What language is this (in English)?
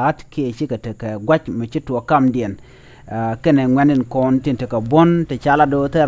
Nuer